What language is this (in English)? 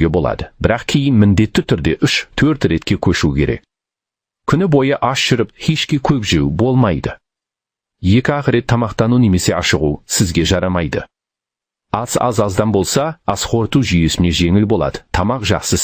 Kazakh